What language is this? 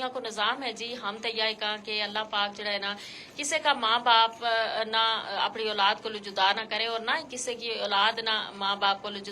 Gujari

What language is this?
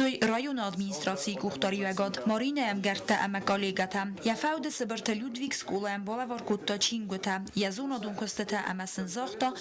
Ossetic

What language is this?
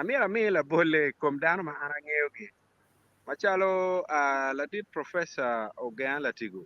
Acoli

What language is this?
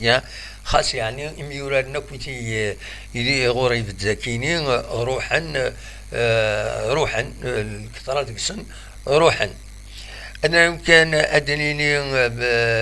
Kabyle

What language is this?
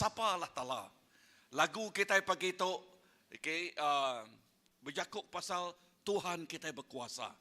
Iban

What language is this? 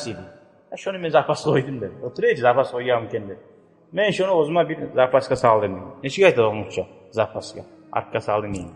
Kumyk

